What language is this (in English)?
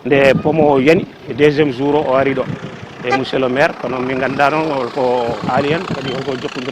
Fula